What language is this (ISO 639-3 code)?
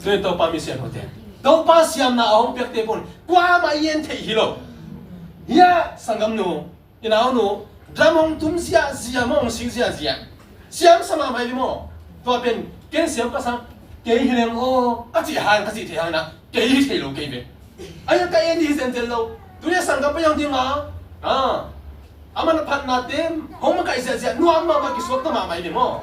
ctd